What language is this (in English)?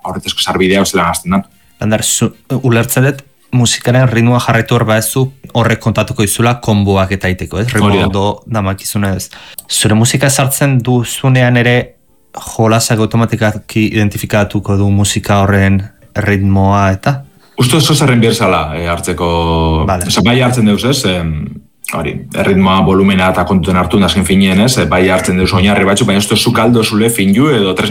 Basque